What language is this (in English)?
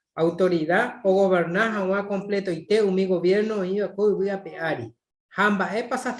Guarani